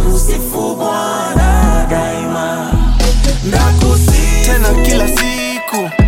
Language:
Swahili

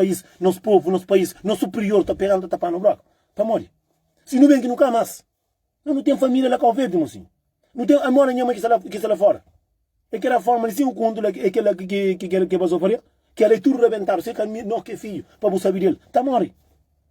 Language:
Kabuverdianu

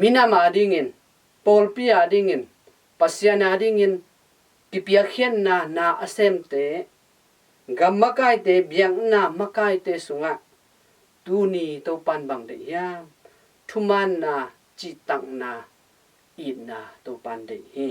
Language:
Tedim Chin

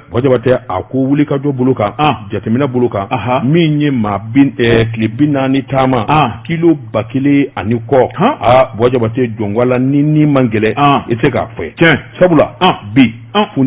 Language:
Bambara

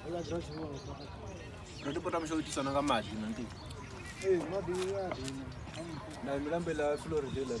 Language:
Venda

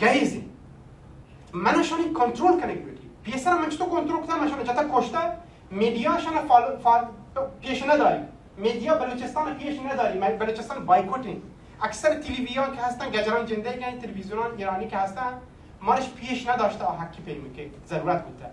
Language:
Baluchi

